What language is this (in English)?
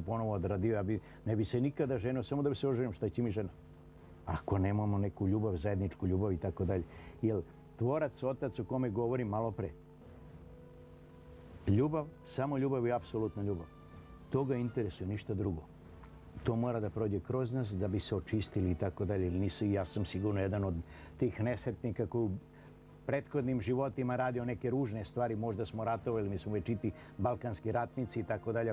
Serbian